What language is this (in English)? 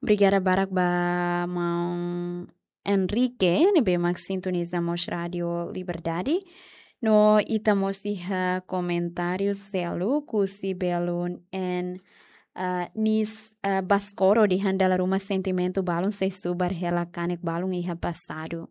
Tetum